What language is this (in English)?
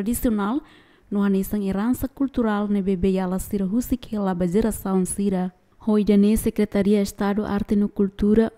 Tetum